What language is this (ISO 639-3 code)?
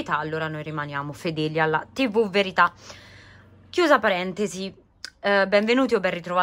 ita